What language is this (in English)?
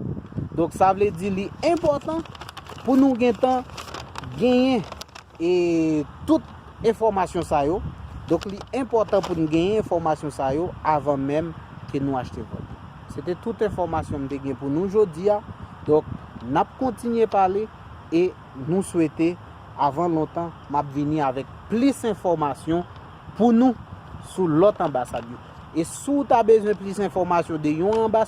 Haitian Creole